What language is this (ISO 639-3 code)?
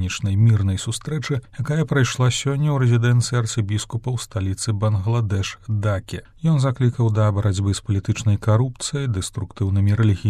bel